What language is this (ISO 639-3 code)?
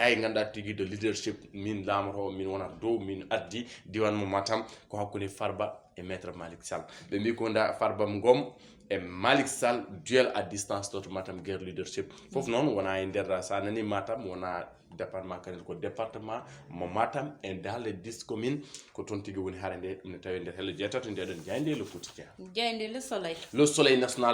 ful